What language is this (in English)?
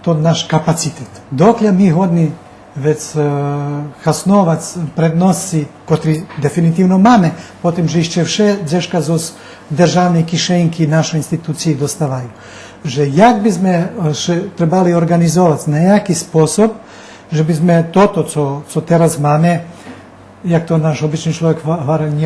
Rusyn